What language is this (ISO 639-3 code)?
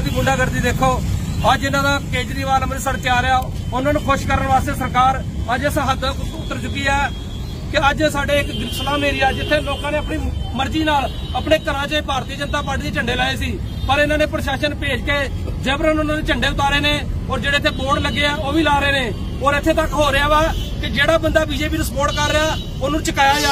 pan